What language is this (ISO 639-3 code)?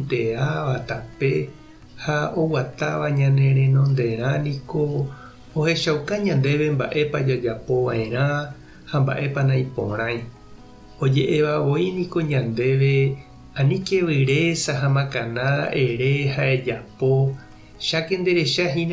grn